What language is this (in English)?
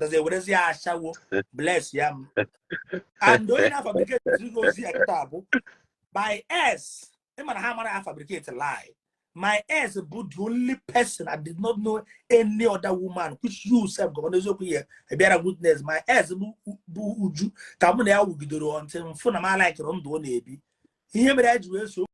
Igbo